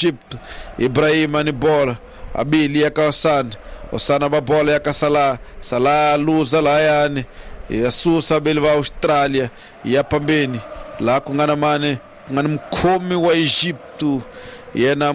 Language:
Tsonga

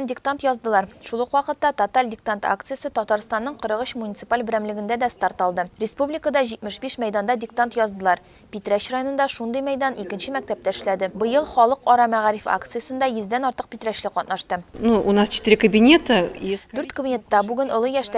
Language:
Tatar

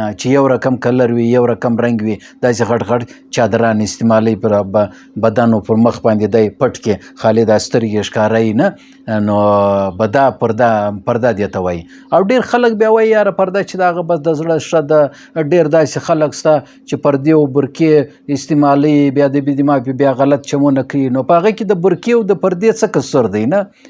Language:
Pashto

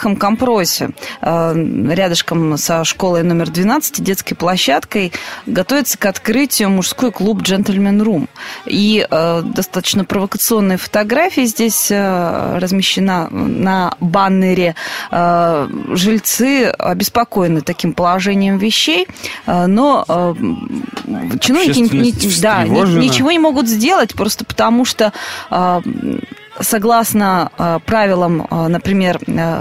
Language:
Russian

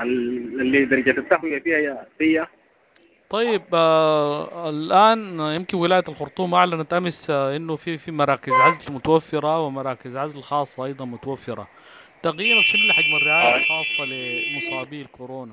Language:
Sudanese Arabic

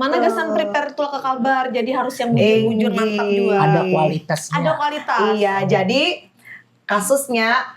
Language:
Banjar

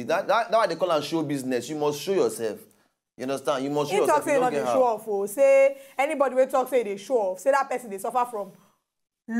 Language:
Nigerian Pidgin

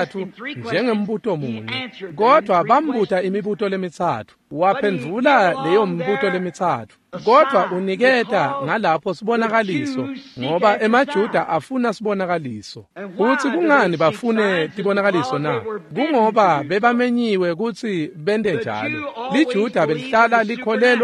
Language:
Swati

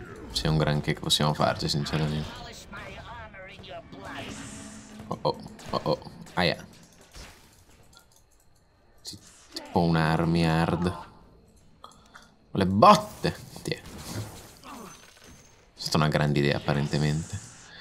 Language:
Italian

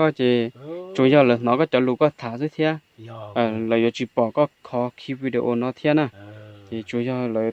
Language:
Hmong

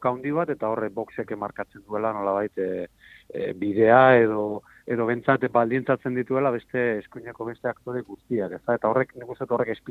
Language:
Basque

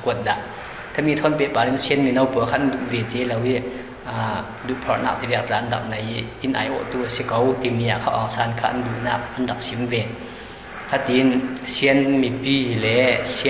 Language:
Falam Chin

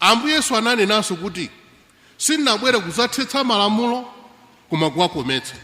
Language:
Nyanja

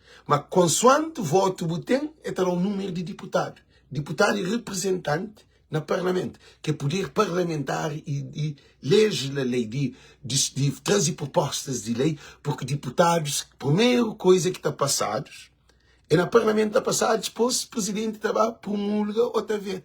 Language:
Kabuverdianu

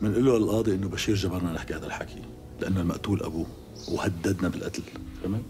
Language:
North Levantine Arabic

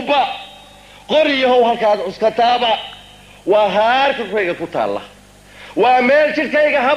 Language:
Somali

